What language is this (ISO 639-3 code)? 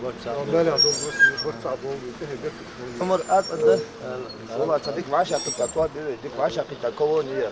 inh